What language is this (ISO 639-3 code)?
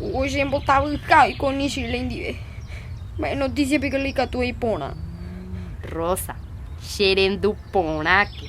grn